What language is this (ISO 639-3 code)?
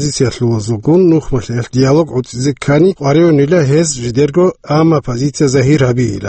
ava